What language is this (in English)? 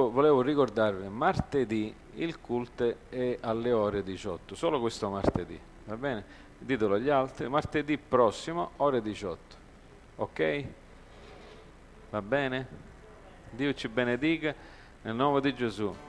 Italian